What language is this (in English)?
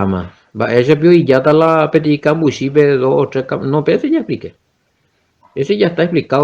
Guarani